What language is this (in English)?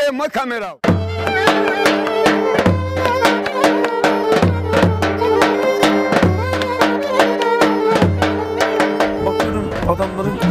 Turkish